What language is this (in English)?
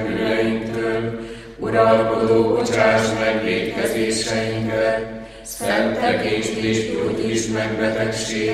Hungarian